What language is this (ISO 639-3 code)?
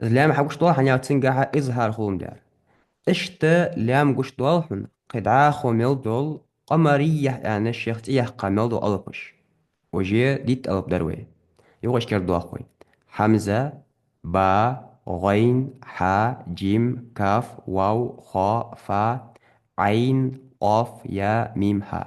inh